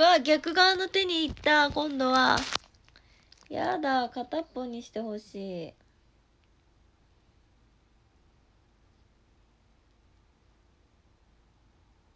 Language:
Japanese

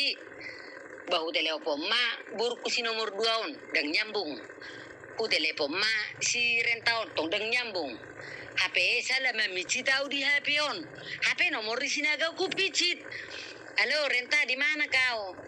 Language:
Batak Toba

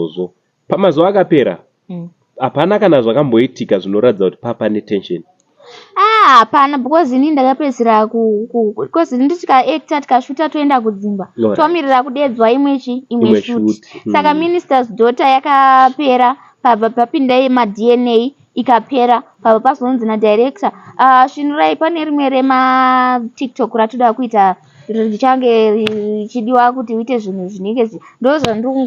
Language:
Shona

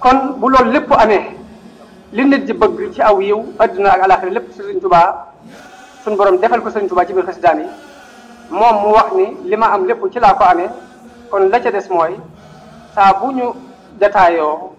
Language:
Wolof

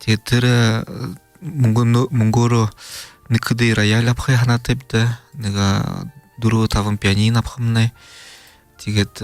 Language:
Buriat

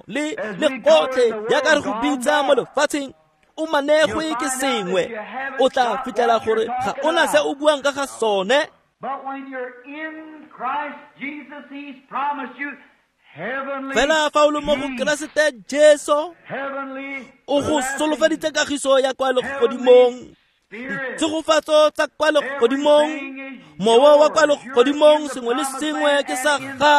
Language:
Tswana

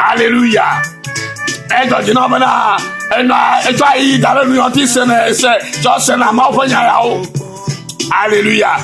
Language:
Ewe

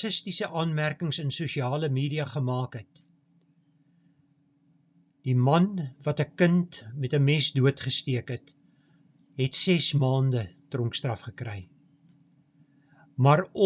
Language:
Afrikaans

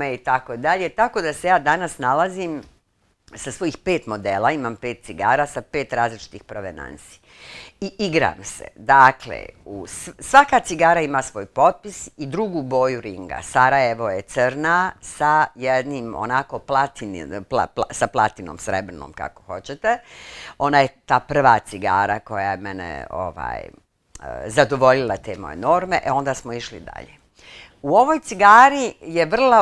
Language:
Bosnian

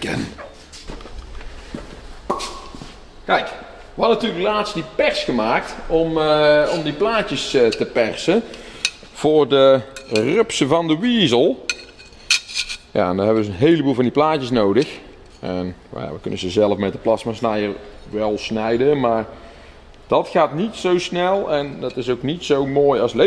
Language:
Dutch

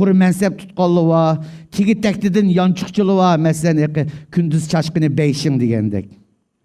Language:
Uyghur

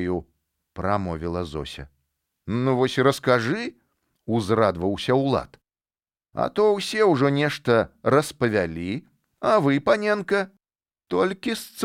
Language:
Belarusian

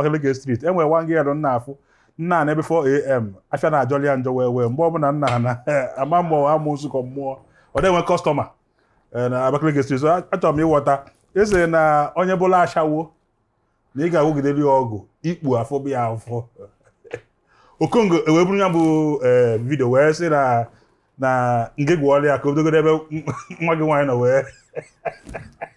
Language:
Igbo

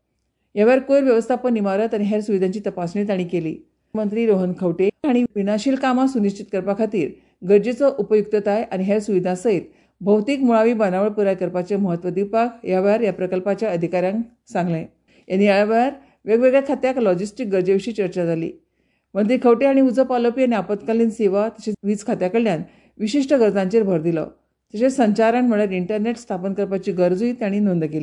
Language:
Konkani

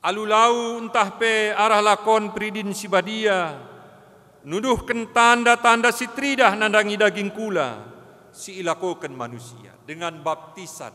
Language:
Batak Karo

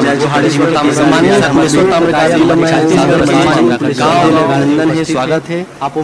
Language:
Chhattisgarhi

